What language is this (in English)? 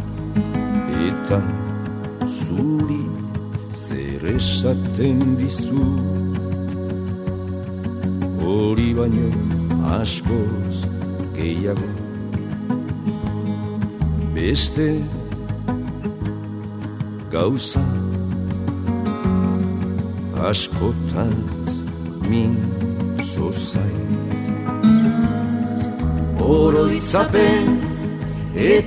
Basque